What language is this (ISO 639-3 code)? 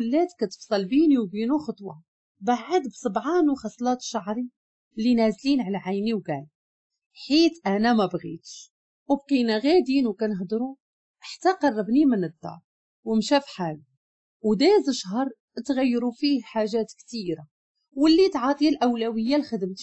ary